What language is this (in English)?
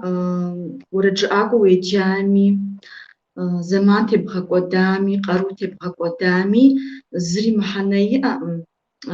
Kabardian